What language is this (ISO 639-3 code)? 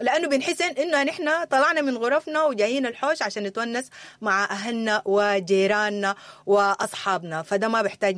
apd